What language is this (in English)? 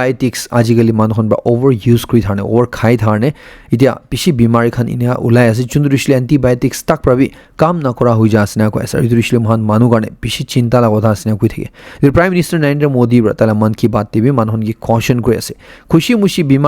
Naga Pidgin